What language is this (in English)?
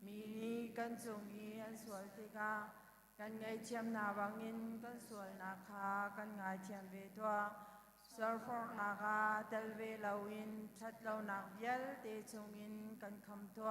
Hakha Chin